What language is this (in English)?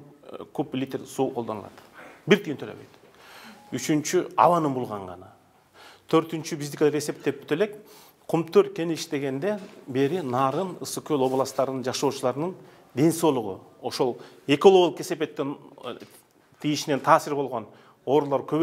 Kyrgyz